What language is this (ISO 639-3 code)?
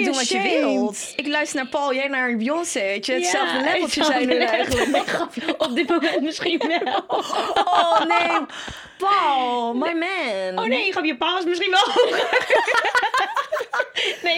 nld